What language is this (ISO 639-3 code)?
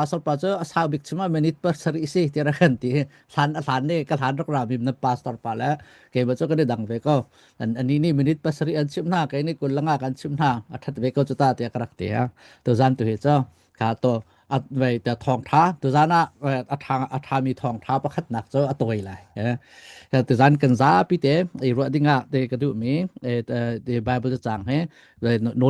cnh